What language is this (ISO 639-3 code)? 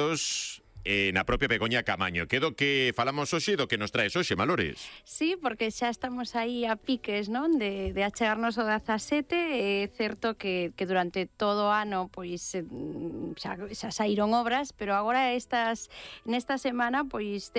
glg